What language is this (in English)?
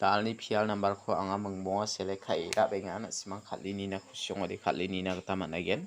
Garo